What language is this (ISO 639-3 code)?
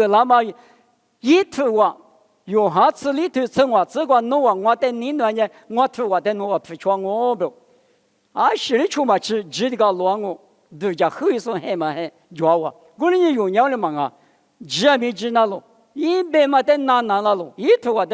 lis